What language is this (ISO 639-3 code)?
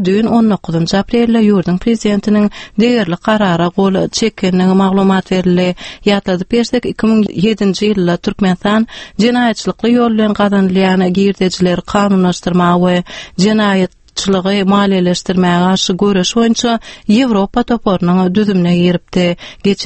tuk